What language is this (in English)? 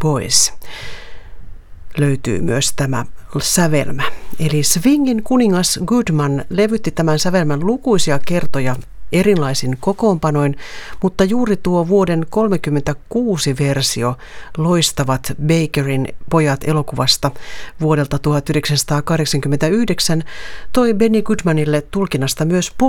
Finnish